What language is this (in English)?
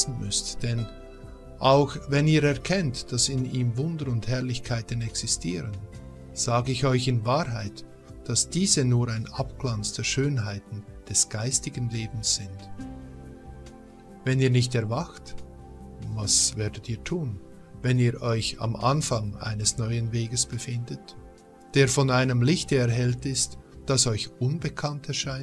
German